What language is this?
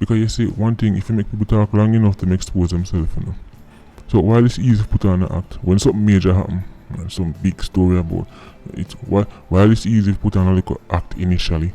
Jamaican Creole English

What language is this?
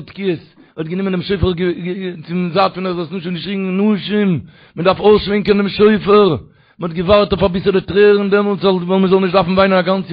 Yiddish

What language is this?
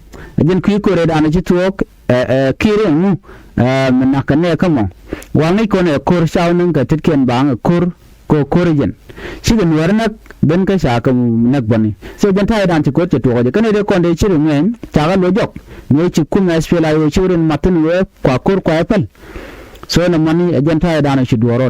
Nuer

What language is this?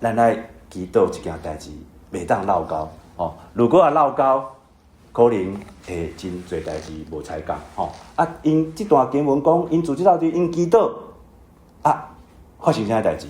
Min Nan Chinese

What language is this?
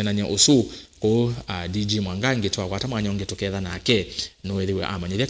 Kamba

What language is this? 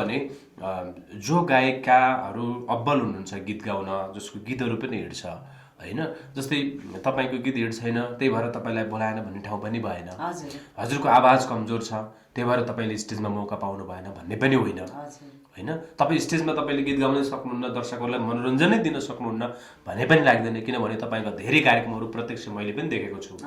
Nepali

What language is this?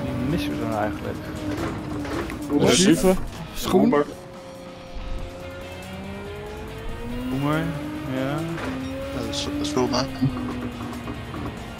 Dutch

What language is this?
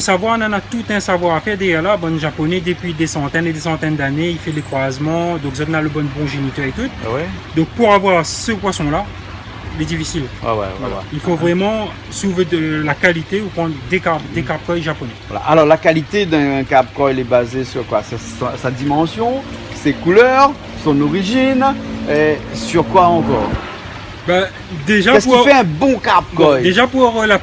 Réunion Creole French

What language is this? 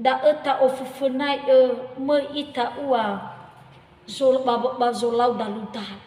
Nias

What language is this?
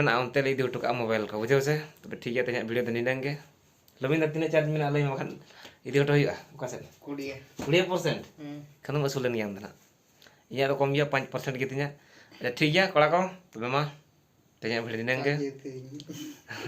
Santali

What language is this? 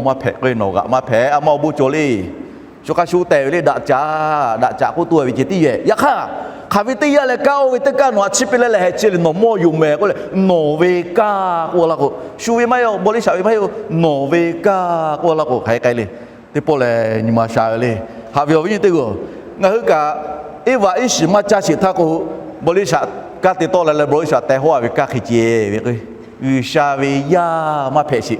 Lahu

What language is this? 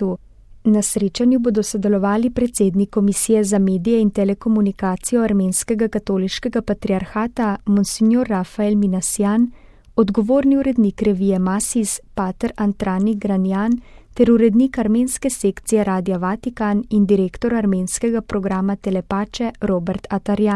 Slovenian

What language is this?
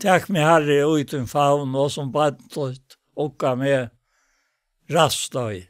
Faroese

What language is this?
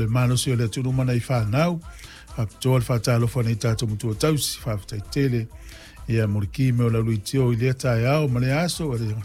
Samoan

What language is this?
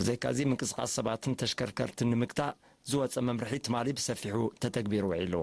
Tigrinya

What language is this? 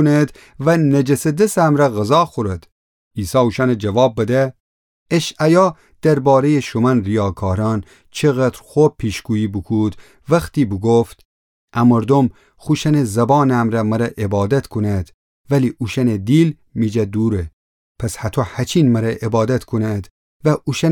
Gilaki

